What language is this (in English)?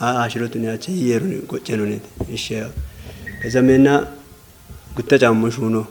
Kafa